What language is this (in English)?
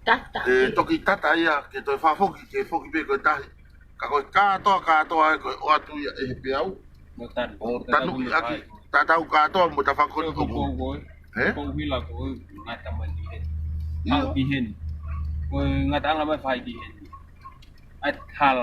Tongan